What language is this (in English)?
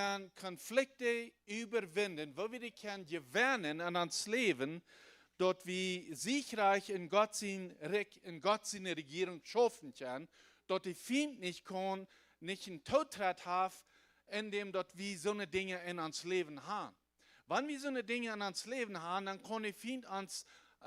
Plautdietsch